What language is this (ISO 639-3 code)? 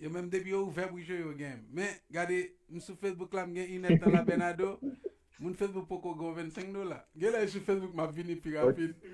hat